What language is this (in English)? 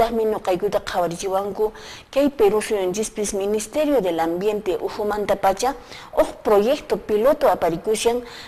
Quechua